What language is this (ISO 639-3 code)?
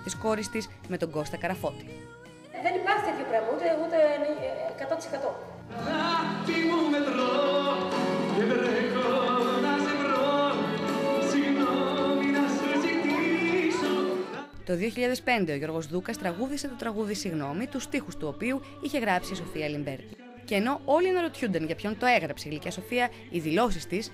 ell